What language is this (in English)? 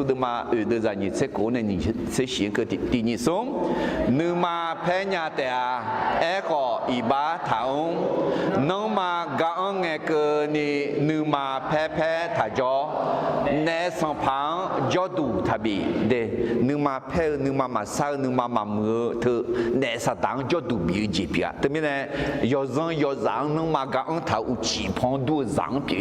Akha